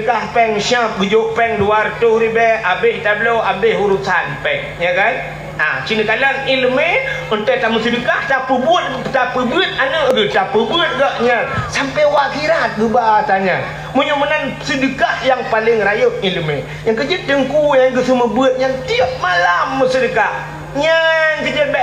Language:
Achinese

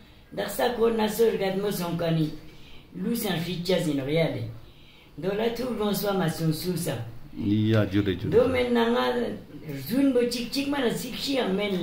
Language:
Ladakhi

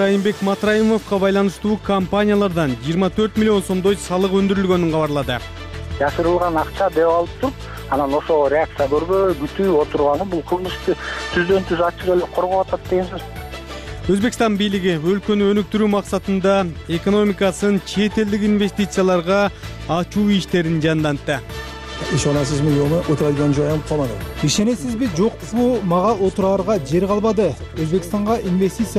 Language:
Kyrgyz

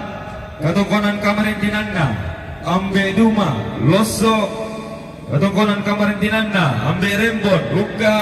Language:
Toraja-Sa'dan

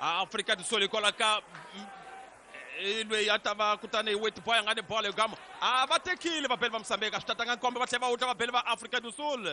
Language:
Tsonga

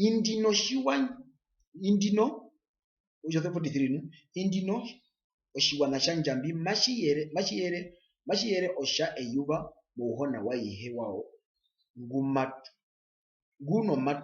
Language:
Herero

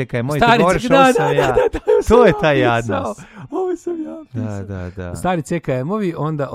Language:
Serbian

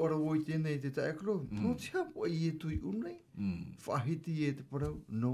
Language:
Tahitian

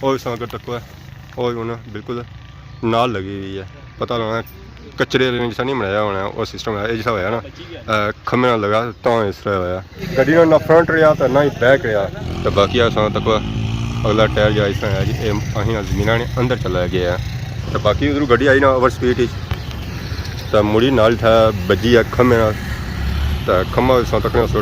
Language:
Pahari-Potwari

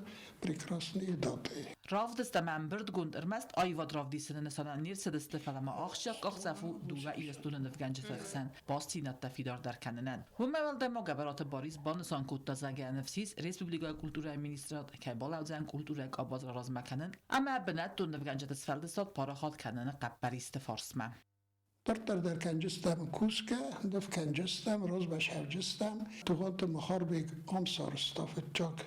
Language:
Ossetic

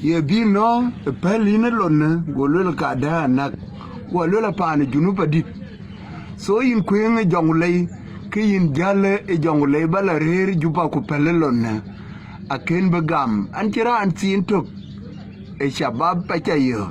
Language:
Dinka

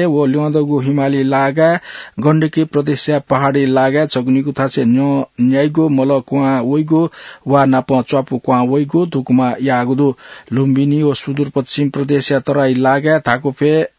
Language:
Newari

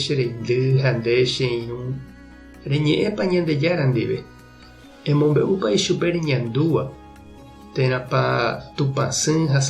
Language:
Guarani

